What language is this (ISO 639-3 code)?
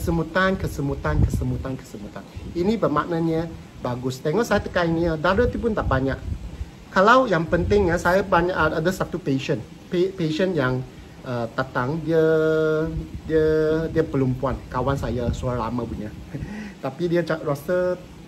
msa